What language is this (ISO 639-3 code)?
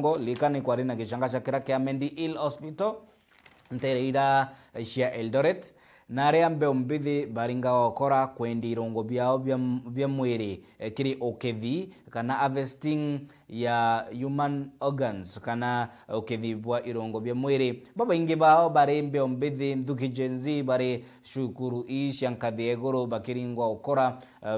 mer